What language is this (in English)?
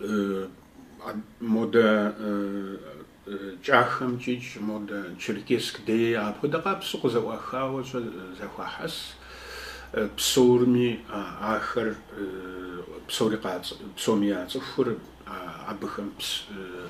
Kabardian